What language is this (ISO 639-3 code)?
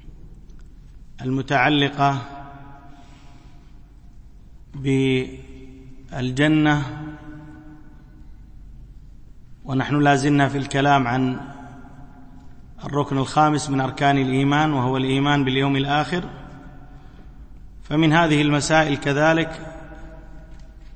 ara